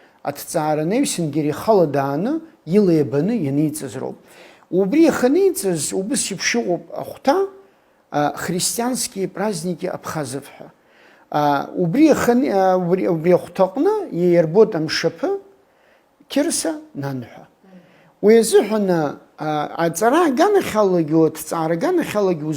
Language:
Abkhazian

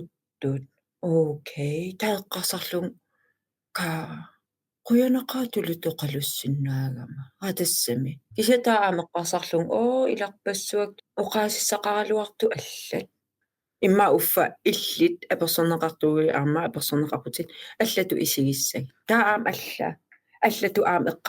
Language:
Kalaallisut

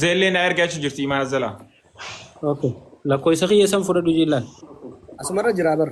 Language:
Oromo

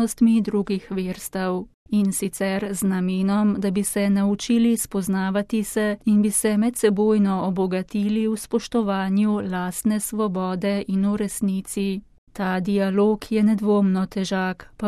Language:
Slovenian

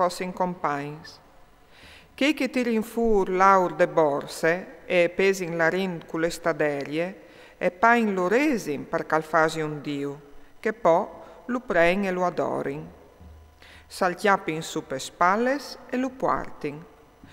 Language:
Friulian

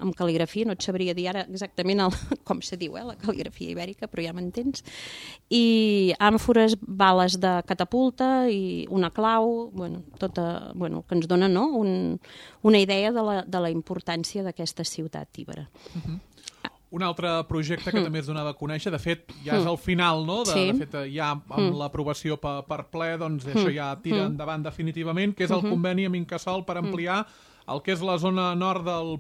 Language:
Catalan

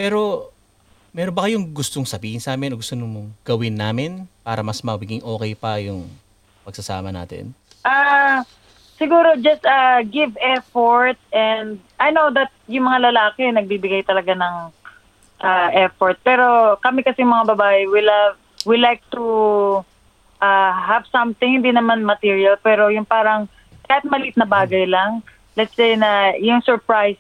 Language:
Filipino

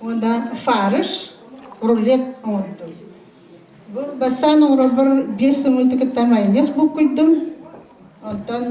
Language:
Yakut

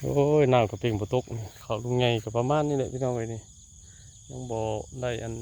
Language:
Northeastern Thai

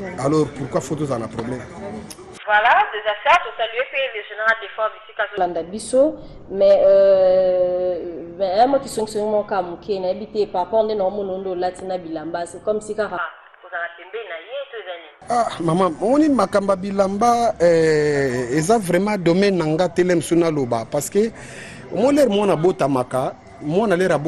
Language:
Lingala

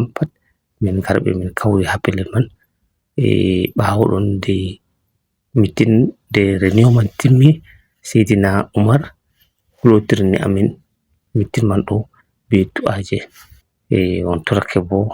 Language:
Fula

